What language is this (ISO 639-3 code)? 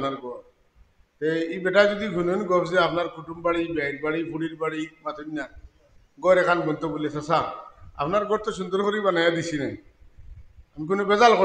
syl